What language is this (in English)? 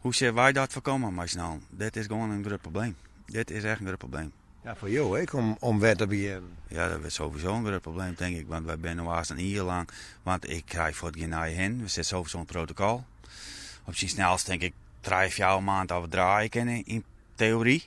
Western Frisian